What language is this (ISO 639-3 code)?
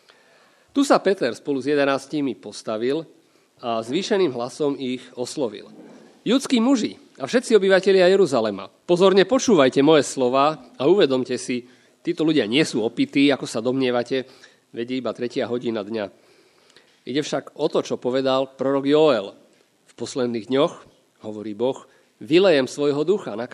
slk